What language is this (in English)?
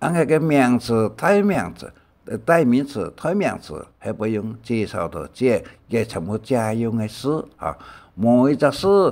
Hakka Chinese